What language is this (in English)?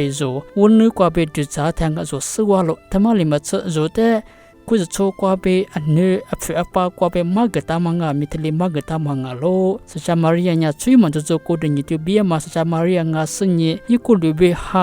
Lisu